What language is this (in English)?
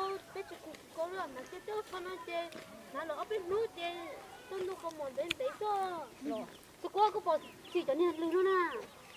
Hmong